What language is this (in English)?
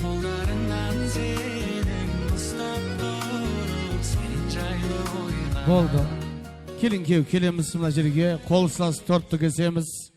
Kara-Kalpak